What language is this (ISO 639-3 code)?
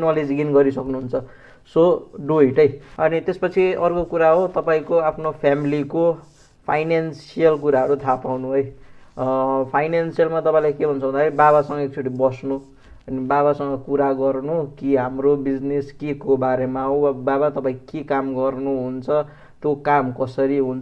nep